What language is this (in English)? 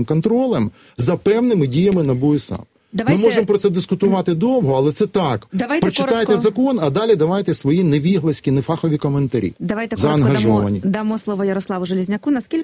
Ukrainian